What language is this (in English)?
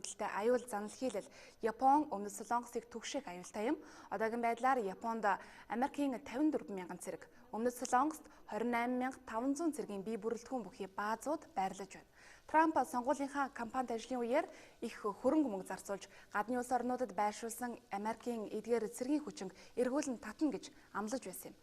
Mongolian